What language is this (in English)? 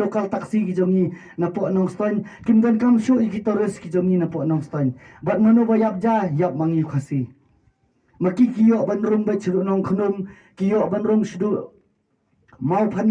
Khasi